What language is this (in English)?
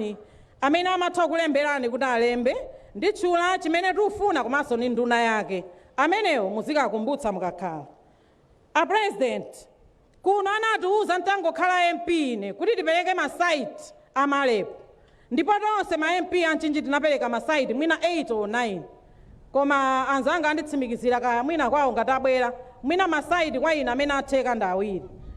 Nyanja